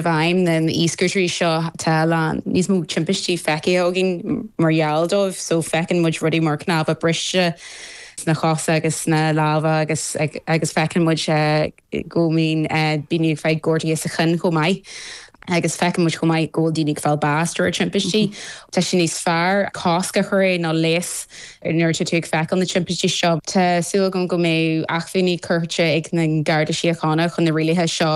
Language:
Irish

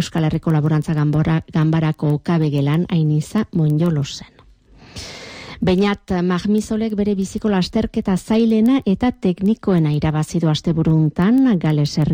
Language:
Basque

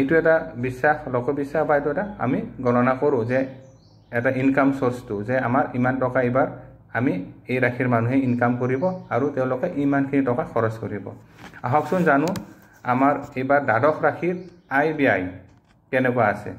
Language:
Assamese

